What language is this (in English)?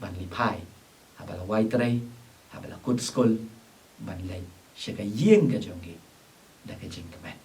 Khasi